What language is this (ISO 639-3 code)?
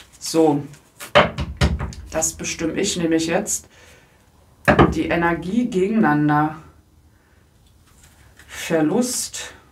deu